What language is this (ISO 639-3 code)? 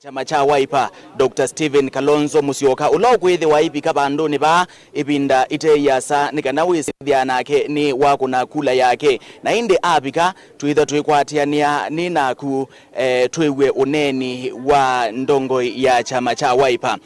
kam